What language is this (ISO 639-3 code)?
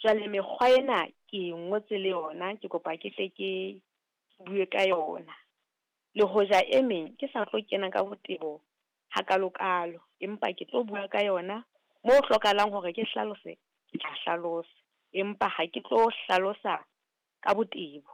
sot